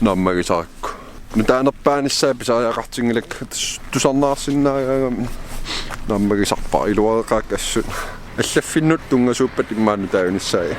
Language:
Kalaallisut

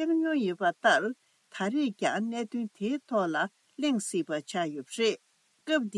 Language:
Tibetan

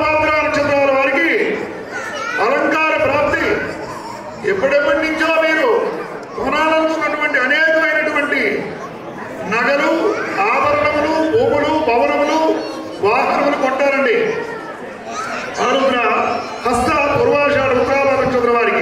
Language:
Telugu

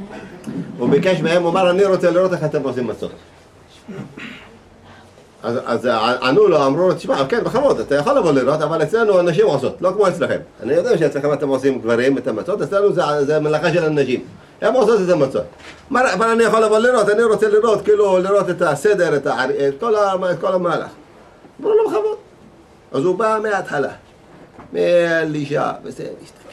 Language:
Hebrew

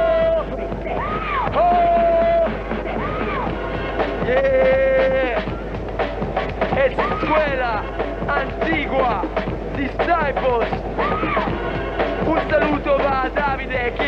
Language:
Italian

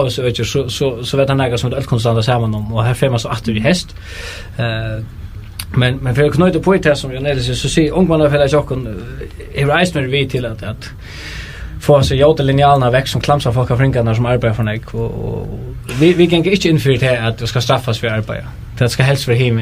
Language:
Faroese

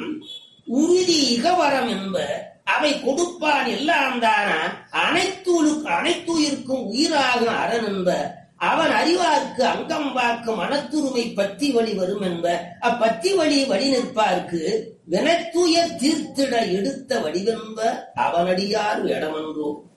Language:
Tamil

